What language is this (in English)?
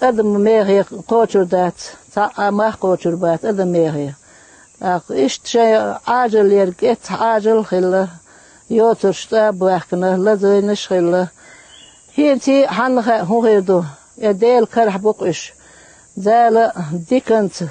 Chechen